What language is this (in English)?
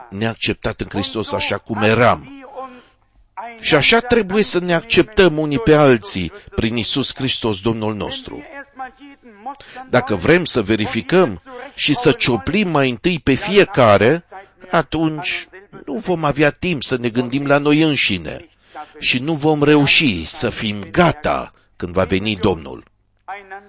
Romanian